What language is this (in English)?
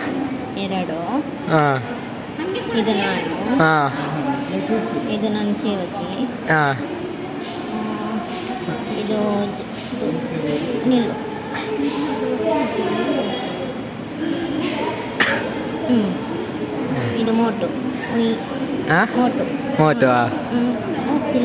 Kannada